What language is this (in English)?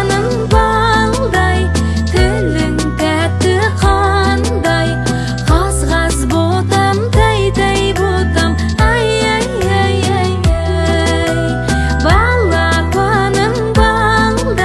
Kazakh